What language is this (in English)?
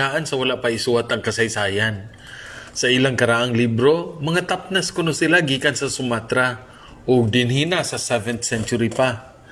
Cebuano